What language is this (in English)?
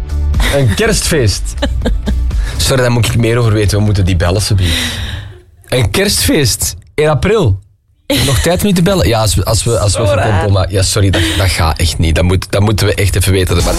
Dutch